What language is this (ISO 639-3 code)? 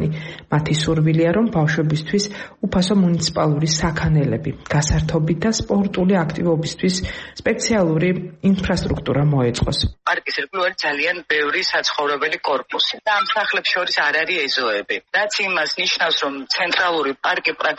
kat